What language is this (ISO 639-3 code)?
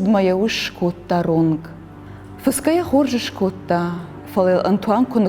oss